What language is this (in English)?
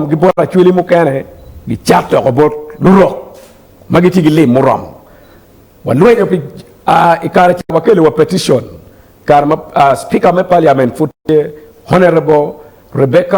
Acoli